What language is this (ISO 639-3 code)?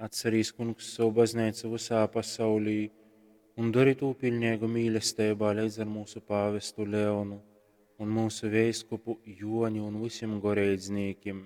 ltg